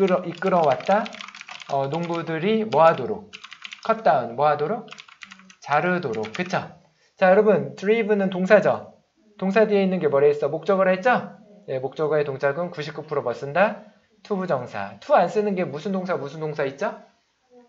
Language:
Korean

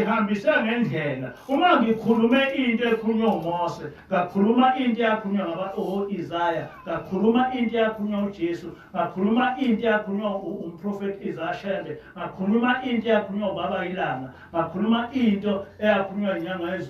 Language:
Zulu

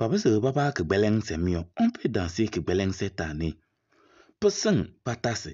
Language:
Kabiyè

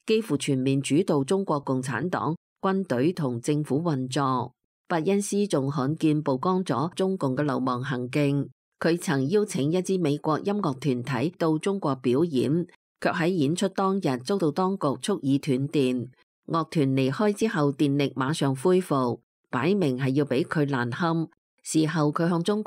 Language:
Cantonese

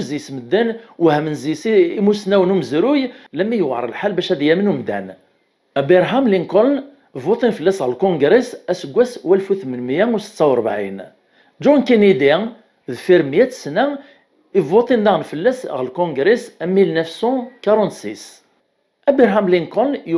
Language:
Kabyle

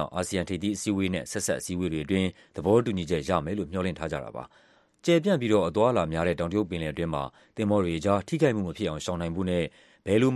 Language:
Burmese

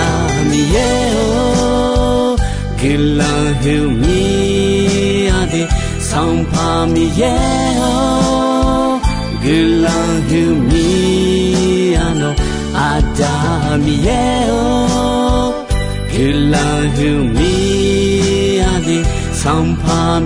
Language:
Akha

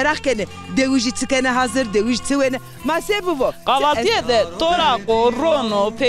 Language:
Zaza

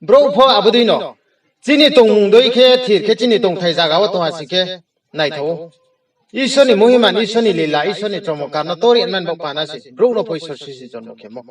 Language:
Riang (India)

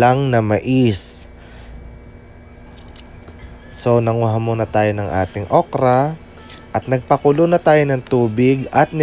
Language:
Filipino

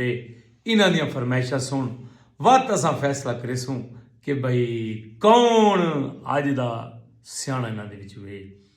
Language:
Saraiki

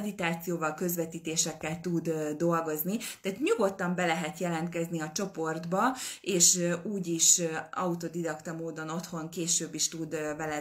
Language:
Hungarian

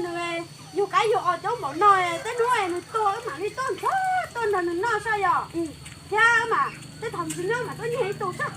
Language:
Hmong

